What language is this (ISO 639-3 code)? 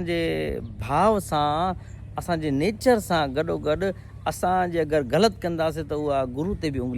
snd